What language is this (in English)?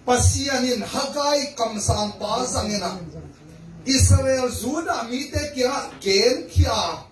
Tedim Chin